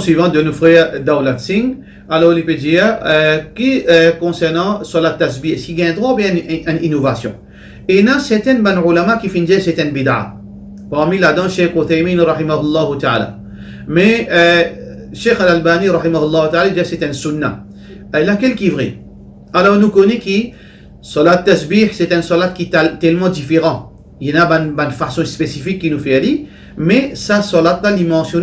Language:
Morisyen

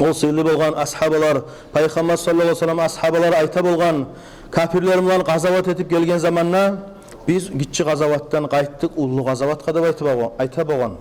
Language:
Kumyk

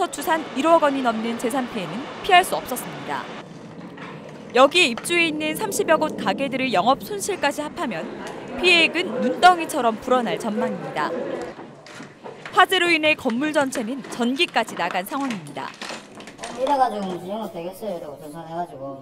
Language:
Korean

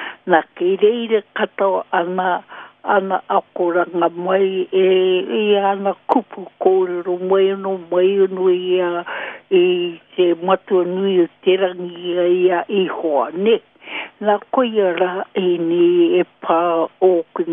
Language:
Māori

